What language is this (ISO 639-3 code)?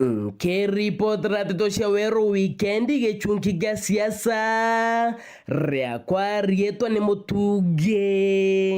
mer